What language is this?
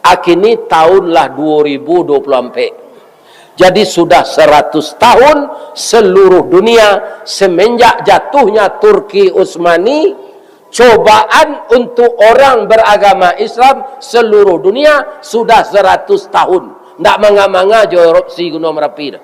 Minangkabau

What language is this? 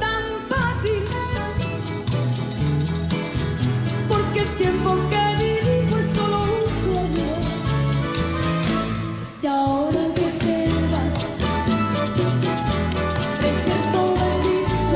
Spanish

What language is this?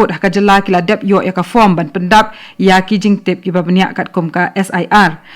Khasi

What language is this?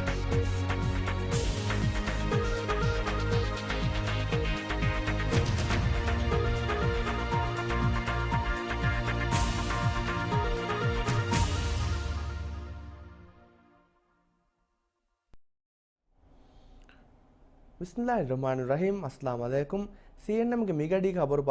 Divehi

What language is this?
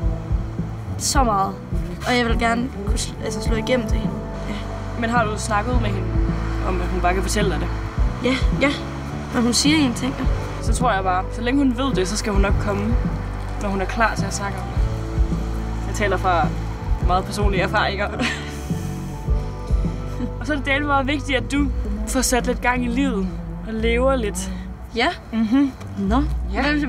Danish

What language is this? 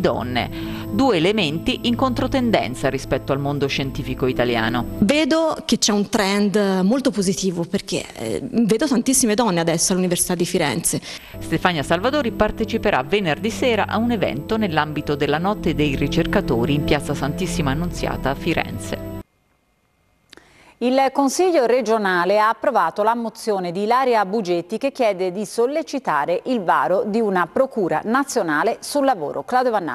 Italian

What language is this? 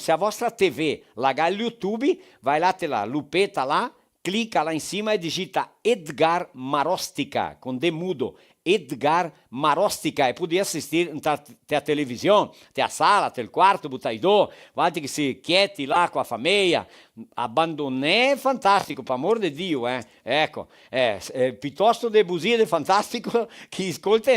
Venetian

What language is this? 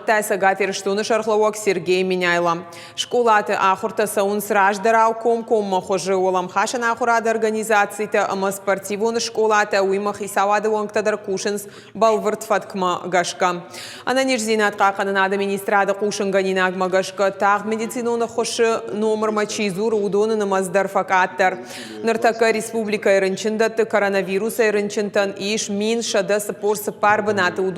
Ossetic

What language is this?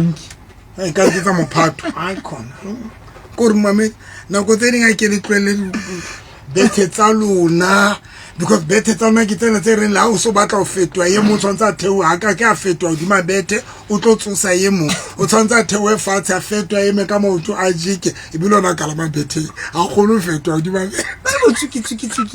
Southern Sotho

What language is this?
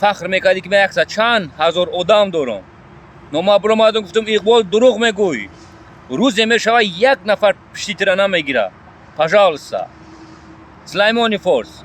Tajik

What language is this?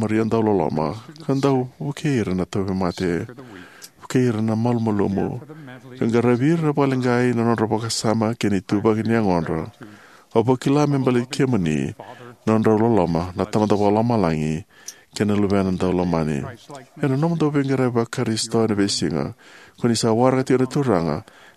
Fijian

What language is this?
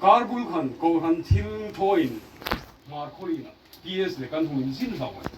Hmar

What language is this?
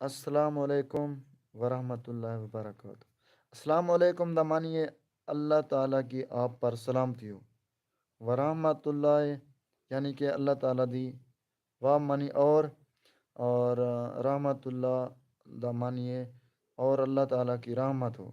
Saraiki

